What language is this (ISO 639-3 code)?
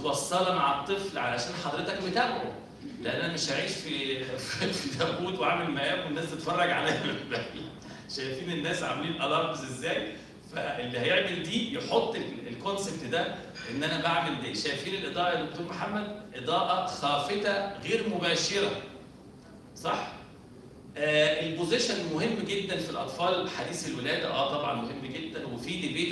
arz